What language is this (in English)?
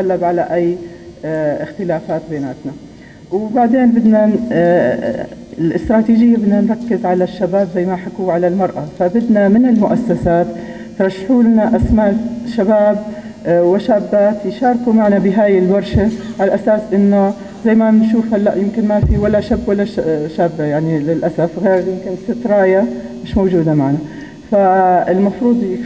North Levantine Arabic